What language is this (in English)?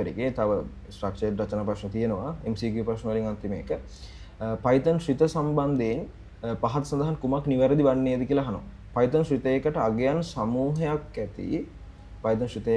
Sinhala